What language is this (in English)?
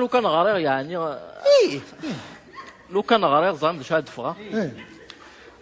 Kabyle